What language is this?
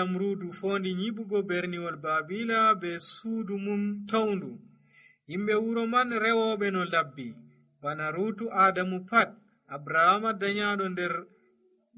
Nigerian Fulfulde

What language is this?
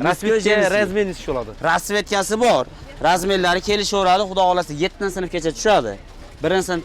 Uzbek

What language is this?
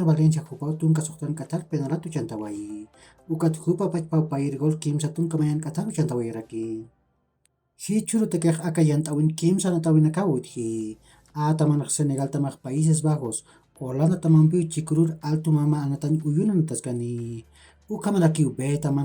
Aymara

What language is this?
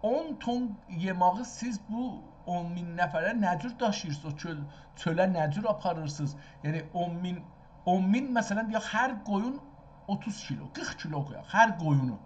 South Azerbaijani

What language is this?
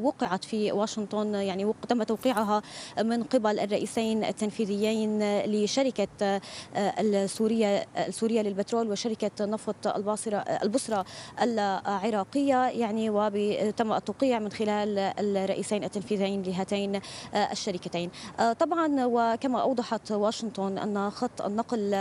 Arabic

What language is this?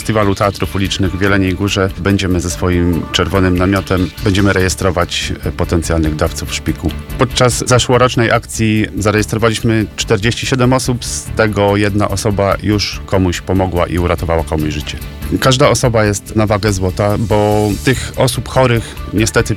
Polish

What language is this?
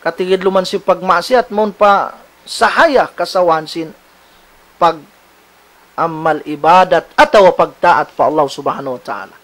Tausug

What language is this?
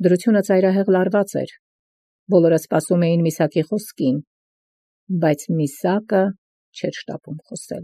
Armenian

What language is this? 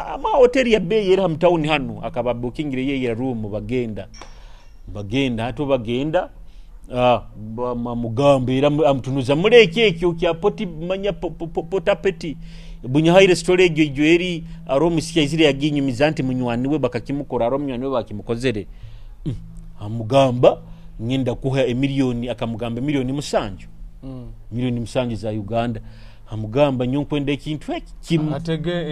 Nyoro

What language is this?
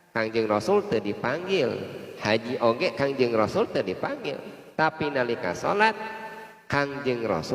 Sundanese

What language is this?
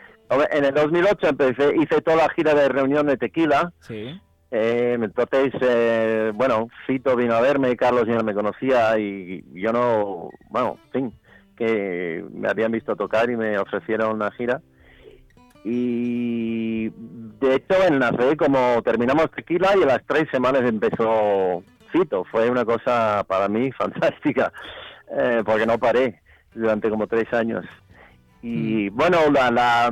Spanish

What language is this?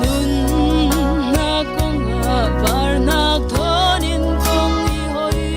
Falam Chin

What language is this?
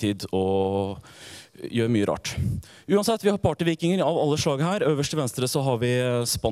Norwegian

